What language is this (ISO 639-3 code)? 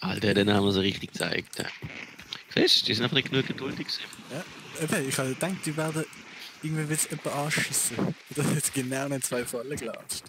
gsw